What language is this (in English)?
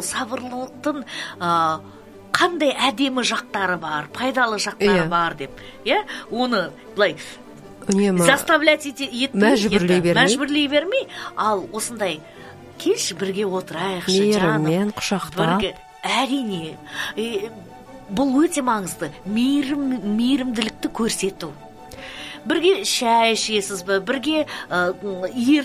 Kazakh